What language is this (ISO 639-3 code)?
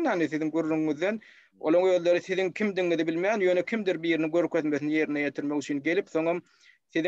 tuk